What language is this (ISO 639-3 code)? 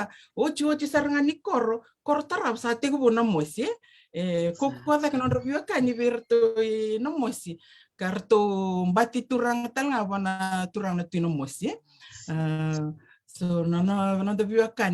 fij